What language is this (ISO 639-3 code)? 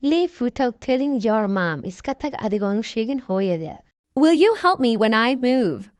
som